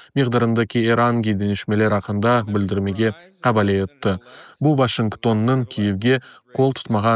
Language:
Crimean Tatar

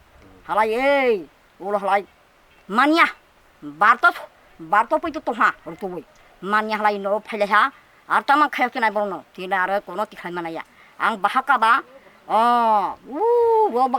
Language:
Kok Borok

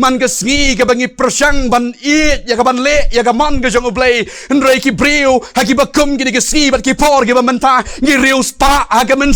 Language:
Khasi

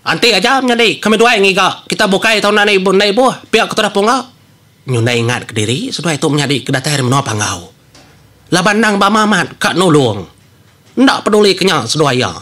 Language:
Iban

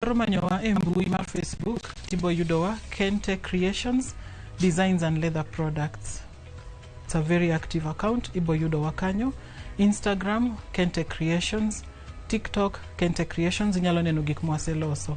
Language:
Luo (Kenya and Tanzania)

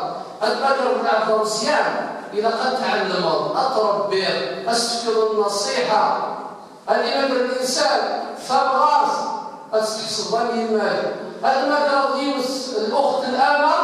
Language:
Kabyle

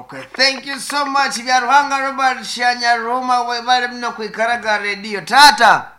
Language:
Nyankole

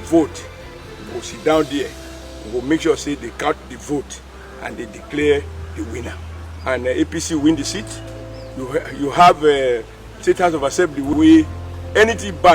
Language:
Nigerian Pidgin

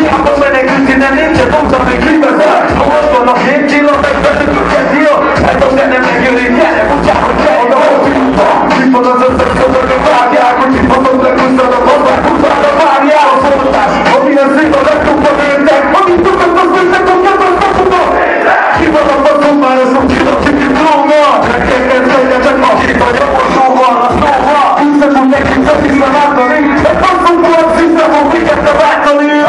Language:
Hungarian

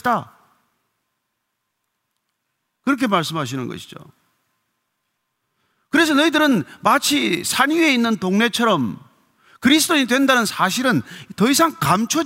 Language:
Korean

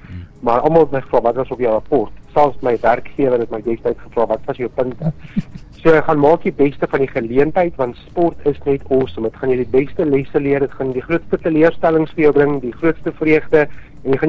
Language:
Afrikaans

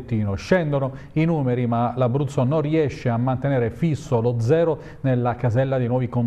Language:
Italian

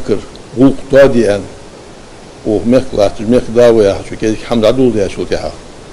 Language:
Ingush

